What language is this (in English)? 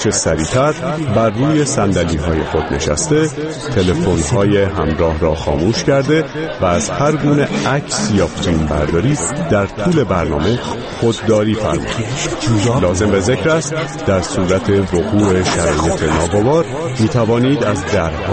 Persian